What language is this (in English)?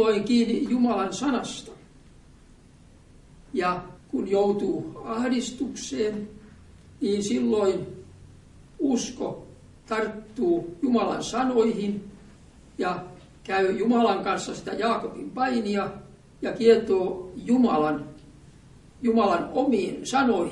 Finnish